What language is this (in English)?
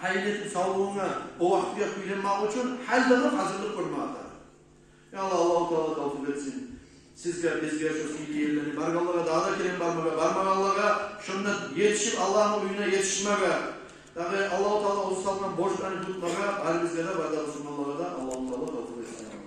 Kumyk